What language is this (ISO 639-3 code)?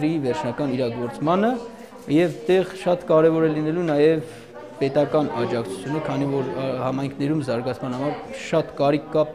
hye